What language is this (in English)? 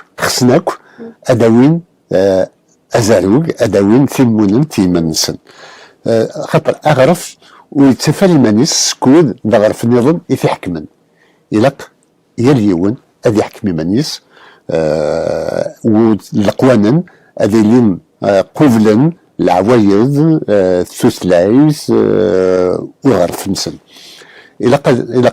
Kabyle